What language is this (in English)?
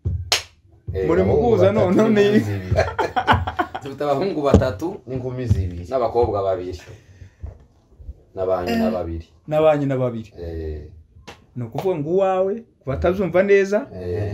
Kinyarwanda